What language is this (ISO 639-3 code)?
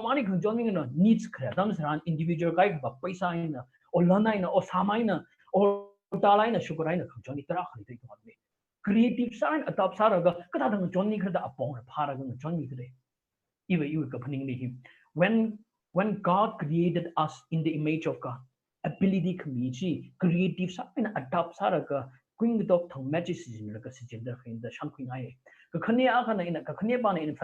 nmf